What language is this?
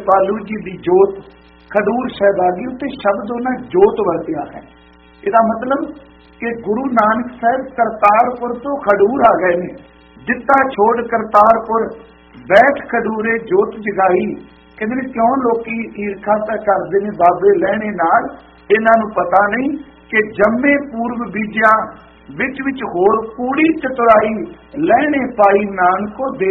Punjabi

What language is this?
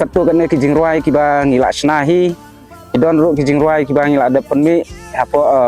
Khasi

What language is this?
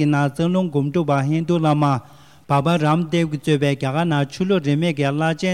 Tibetan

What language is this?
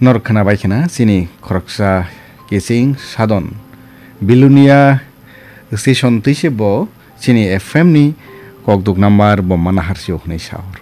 Kok Borok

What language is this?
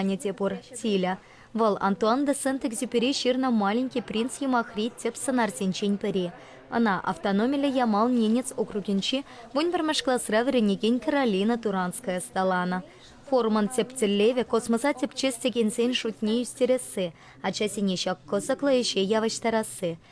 Chuvash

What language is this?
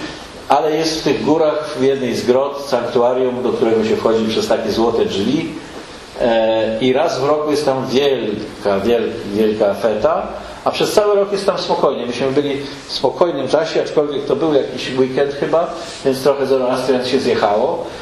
Polish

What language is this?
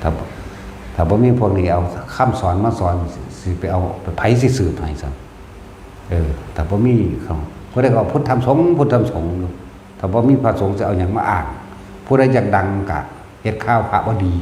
Northeastern Thai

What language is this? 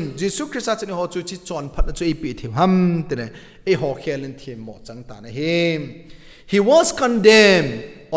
Thado Chin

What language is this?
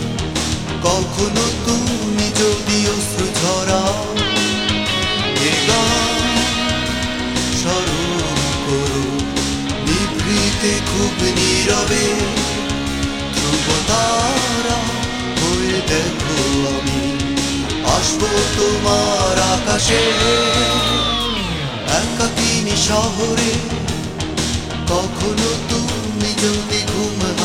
Bangla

